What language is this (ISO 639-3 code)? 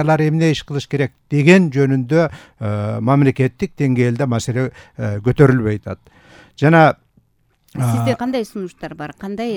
kir